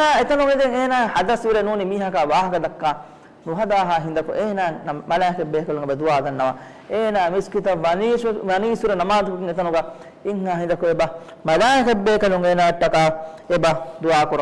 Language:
Divehi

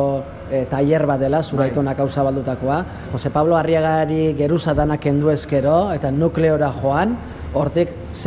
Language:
Basque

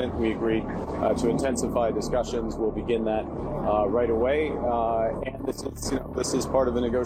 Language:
English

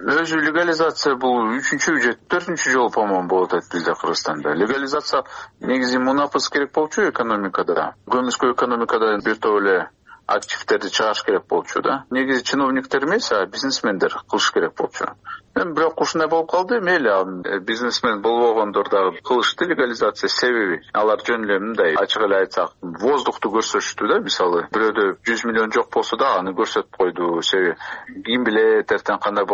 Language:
Kyrgyz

